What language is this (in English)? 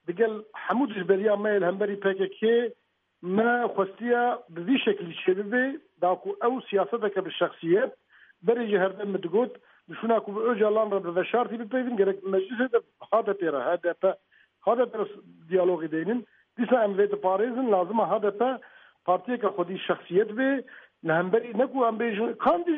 Kurdish